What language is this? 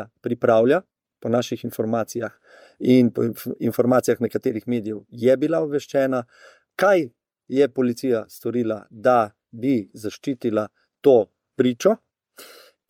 Slovenian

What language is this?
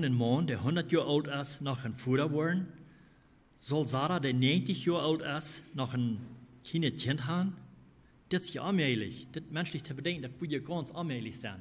Plautdietsch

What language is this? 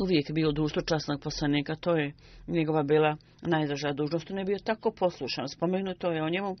Bosnian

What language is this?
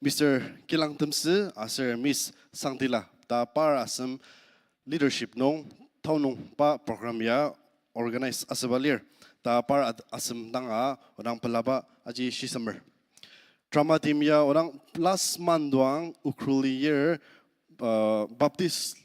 Ao Naga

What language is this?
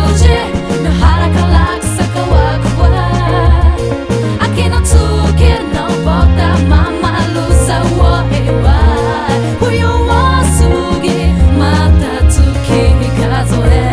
Japanese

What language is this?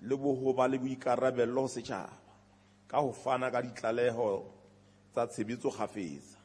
Southern Sotho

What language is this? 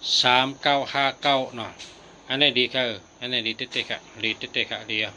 Shan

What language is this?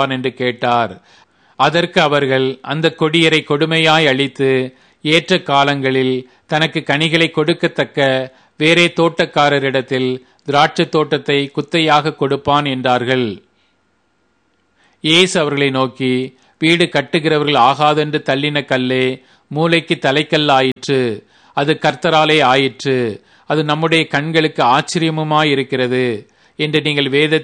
Tamil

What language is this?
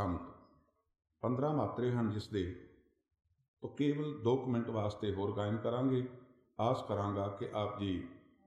Punjabi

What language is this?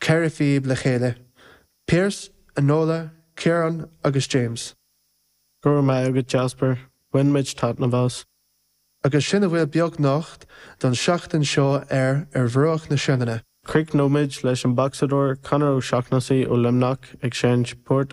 Irish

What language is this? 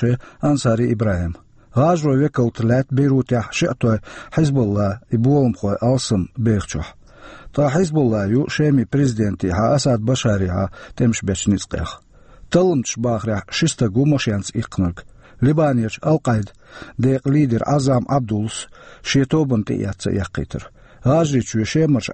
Chechen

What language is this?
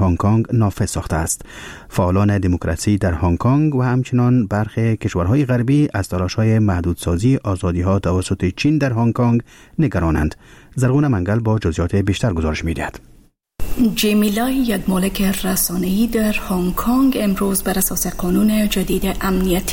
Persian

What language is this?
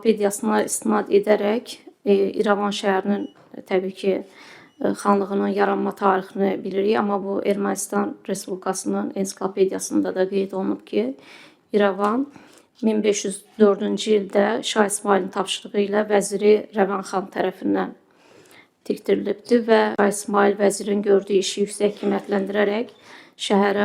Azerbaijani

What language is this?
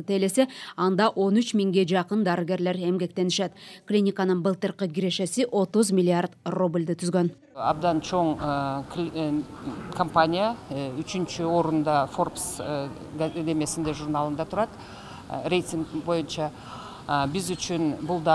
Kyrgyz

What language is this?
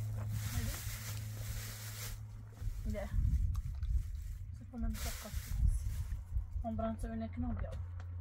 Persian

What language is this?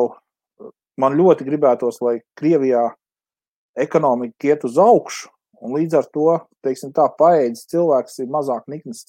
Latvian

